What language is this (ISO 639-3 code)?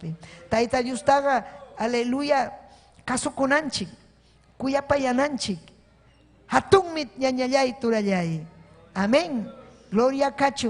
quy